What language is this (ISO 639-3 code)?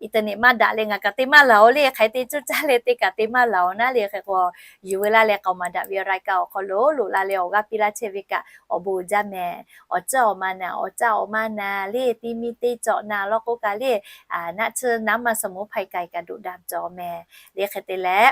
lhu